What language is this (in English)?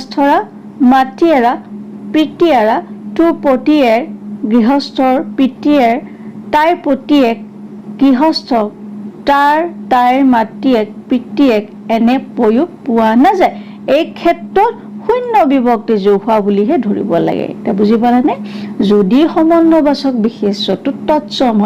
Assamese